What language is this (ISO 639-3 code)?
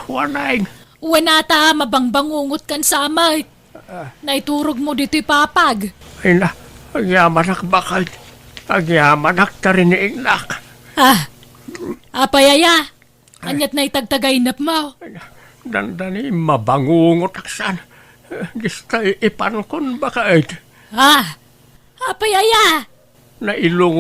ilo